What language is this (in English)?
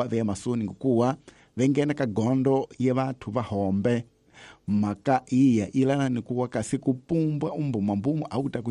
Tsonga